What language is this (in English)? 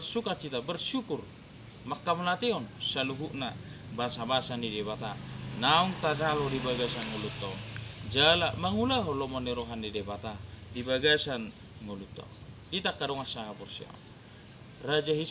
Batak Toba